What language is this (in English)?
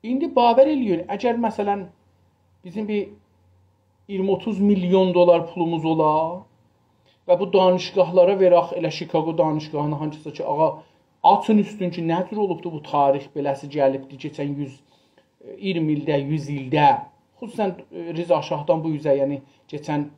South Azerbaijani